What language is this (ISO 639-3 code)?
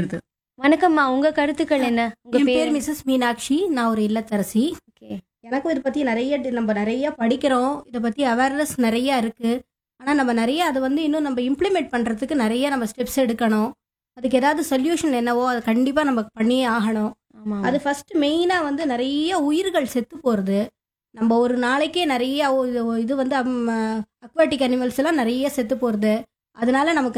tam